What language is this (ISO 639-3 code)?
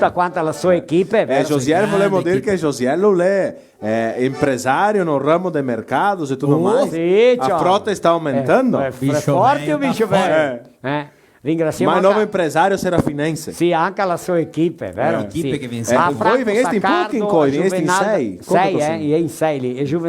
vec